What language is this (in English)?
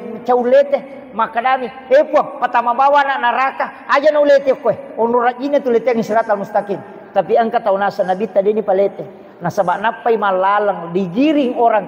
Buginese